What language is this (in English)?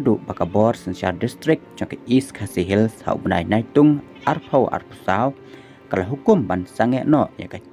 Khasi